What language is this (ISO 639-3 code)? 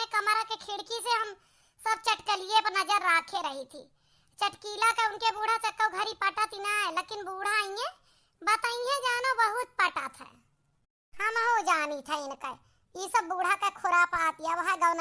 awa